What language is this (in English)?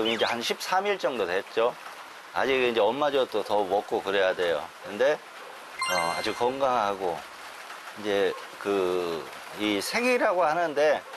Korean